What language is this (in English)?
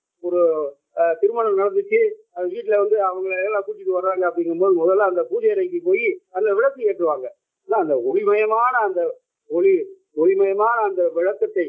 Tamil